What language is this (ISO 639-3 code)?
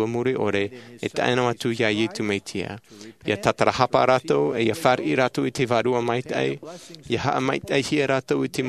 tah